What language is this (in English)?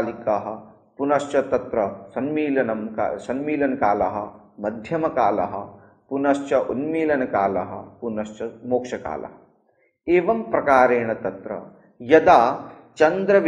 Sanskrit